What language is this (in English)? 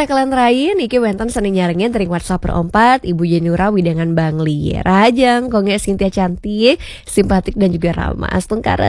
Balinese